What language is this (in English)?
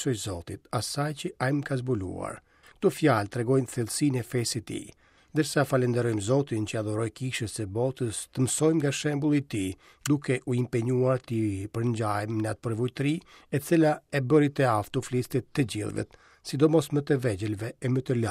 Albanian